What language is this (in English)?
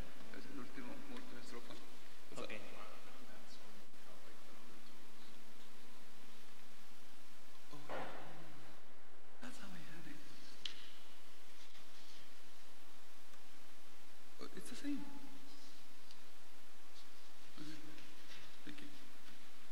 Spanish